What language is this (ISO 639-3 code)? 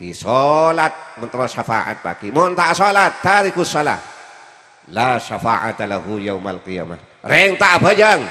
mad